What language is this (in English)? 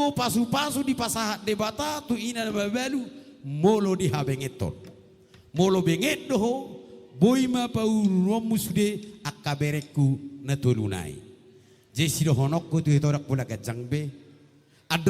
Batak Toba